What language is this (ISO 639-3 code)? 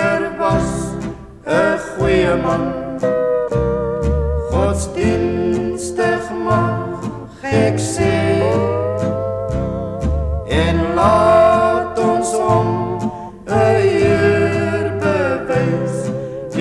afr